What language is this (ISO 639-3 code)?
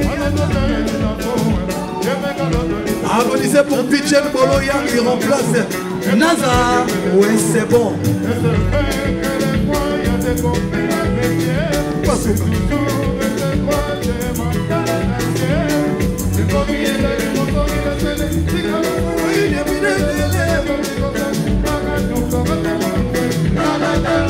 fra